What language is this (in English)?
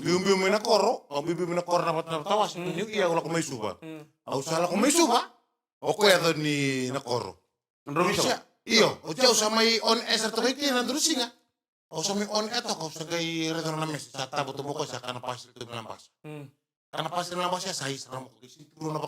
Fijian